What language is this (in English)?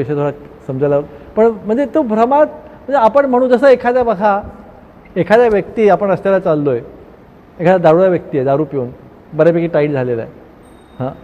Marathi